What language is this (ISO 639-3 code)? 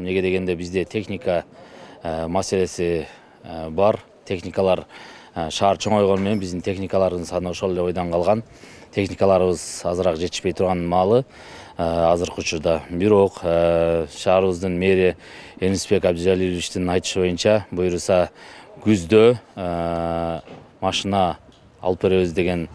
kir